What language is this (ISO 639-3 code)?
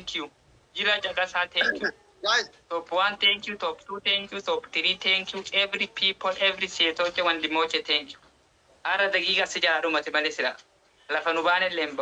orm